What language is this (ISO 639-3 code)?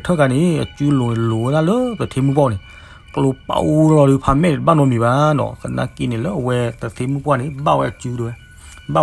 ksw